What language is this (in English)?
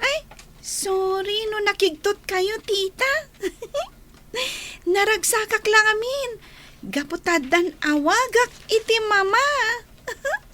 Iloko